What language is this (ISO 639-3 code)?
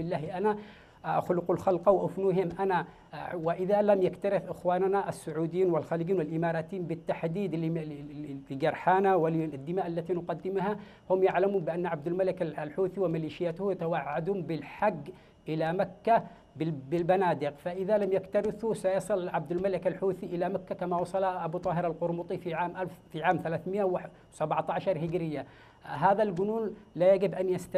ara